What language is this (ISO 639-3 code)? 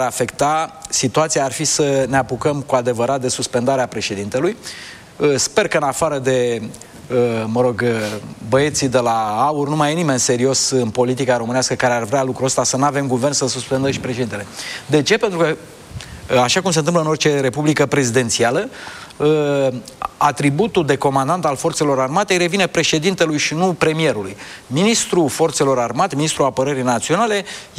ron